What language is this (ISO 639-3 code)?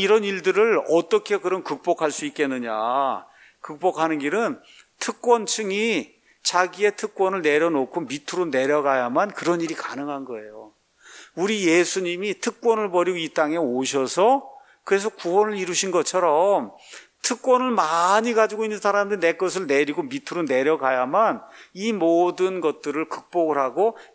kor